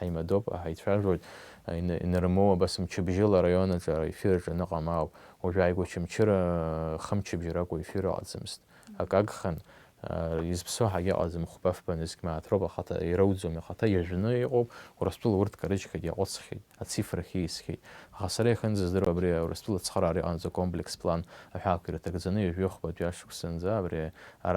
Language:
Abkhazian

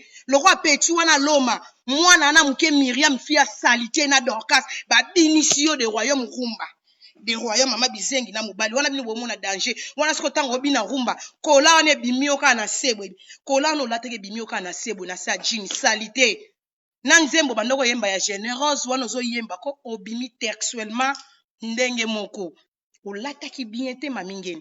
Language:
Lingala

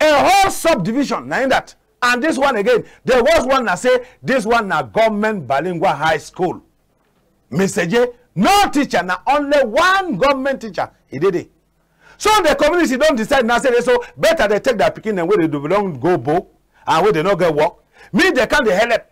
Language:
Cameroon Pidgin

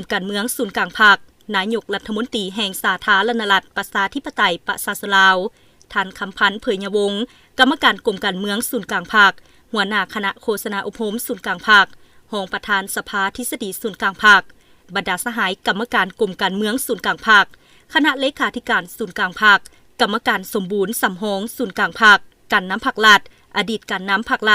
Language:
Lao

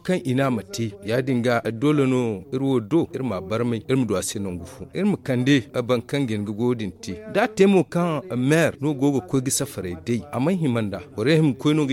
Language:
Zarma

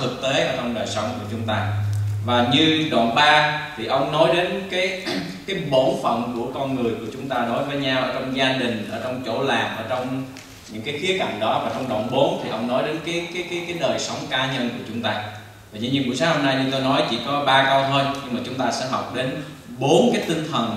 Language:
Vietnamese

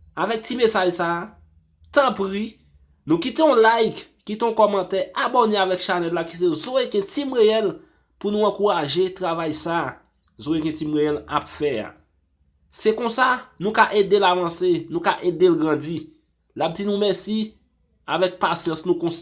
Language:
Haitian Creole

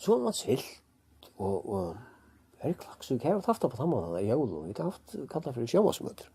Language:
Faroese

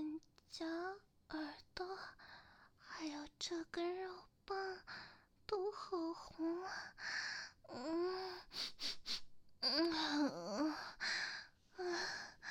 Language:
Chinese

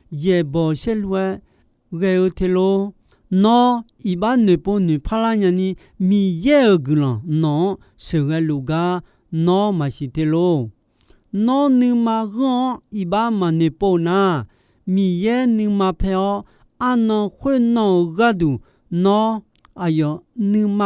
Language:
Akha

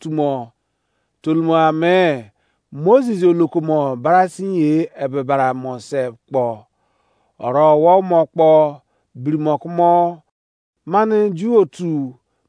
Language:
Izon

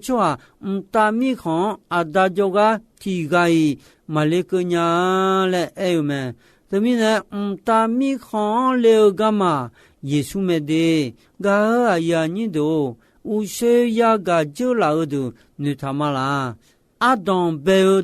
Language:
Akha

